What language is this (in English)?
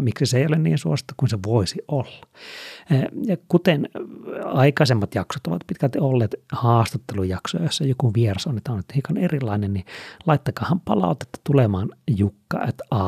Finnish